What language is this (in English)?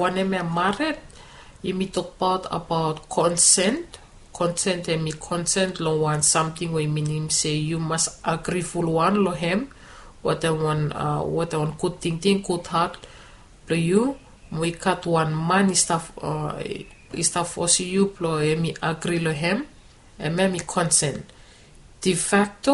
Bislama